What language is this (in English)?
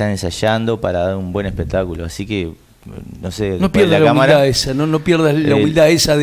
Spanish